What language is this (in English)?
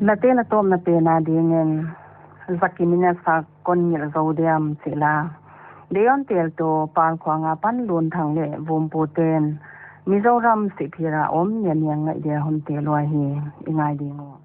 Paite Chin